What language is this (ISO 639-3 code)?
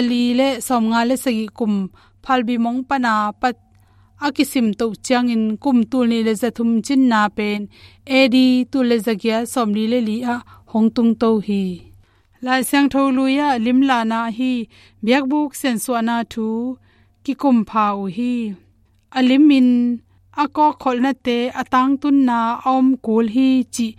ctd